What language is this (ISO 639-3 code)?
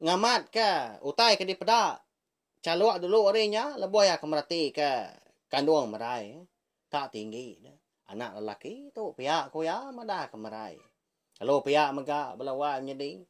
iba